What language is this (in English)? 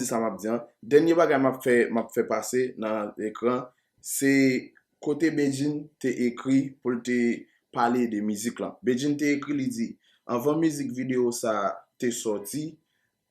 Haitian Creole